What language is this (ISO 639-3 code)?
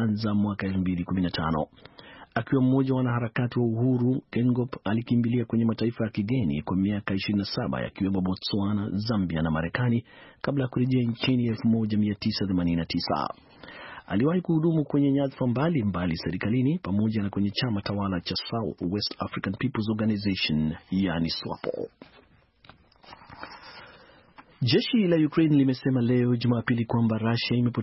swa